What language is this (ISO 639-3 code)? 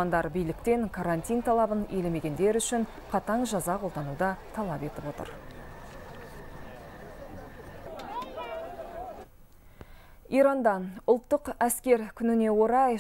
kaz